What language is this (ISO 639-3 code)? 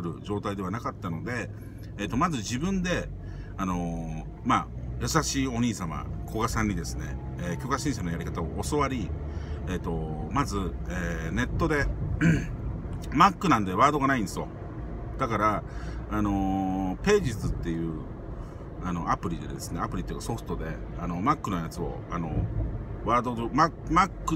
jpn